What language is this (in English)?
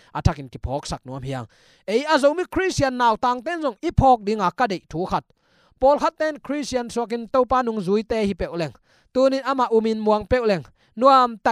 Tedim Chin